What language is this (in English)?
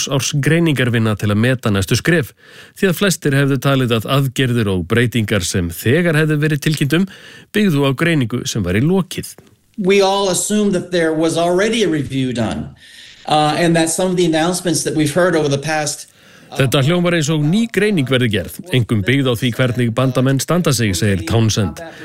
Icelandic